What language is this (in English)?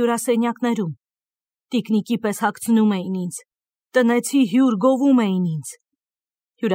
Armenian